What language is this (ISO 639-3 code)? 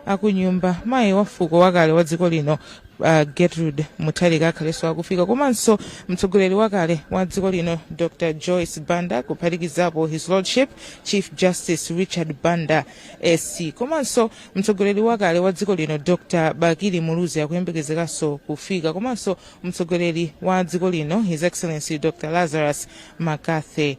nya